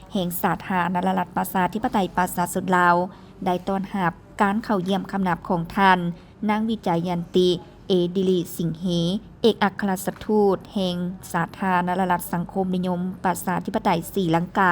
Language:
Lao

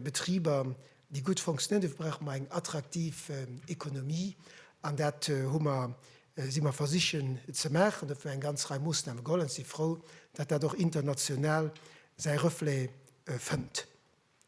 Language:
Luxembourgish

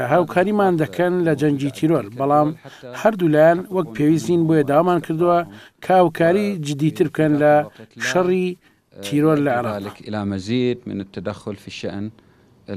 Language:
Central Kurdish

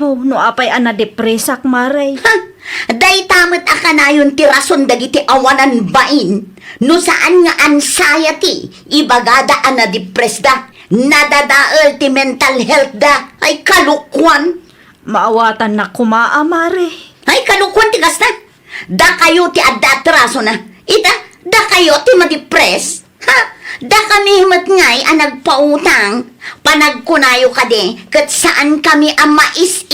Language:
Iloko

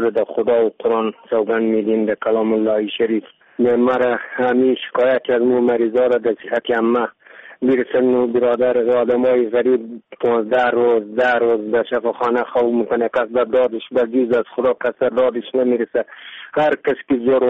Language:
Persian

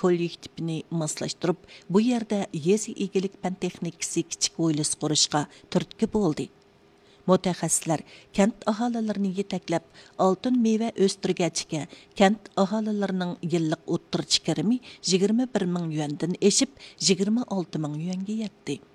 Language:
Uyghur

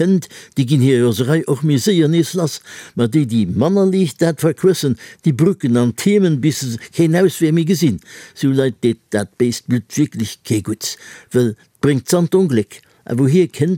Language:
Luxembourgish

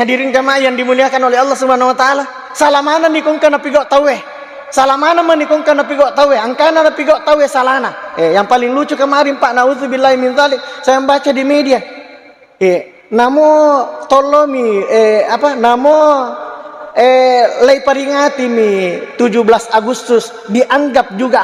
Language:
Buginese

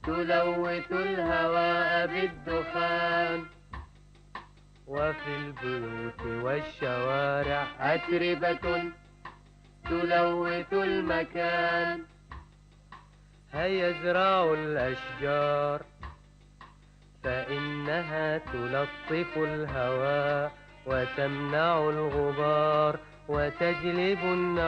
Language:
Arabic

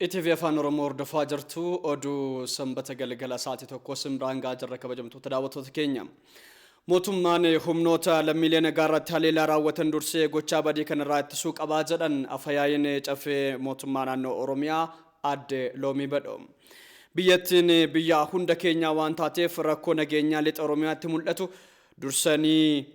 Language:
Oromo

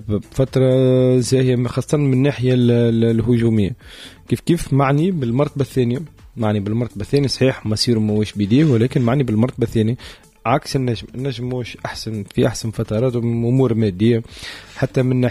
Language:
Tunisian Arabic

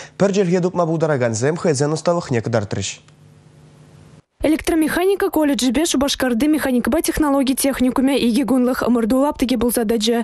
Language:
Chuvash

